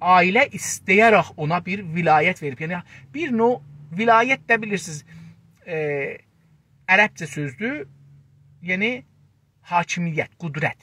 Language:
South Azerbaijani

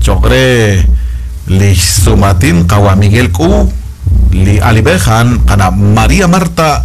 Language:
Kekchí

